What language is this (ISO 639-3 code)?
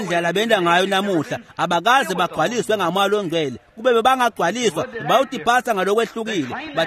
ssw